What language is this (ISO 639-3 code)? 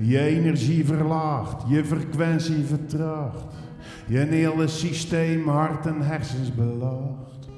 zea